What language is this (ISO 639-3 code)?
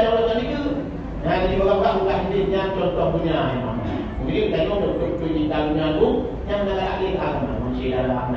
ace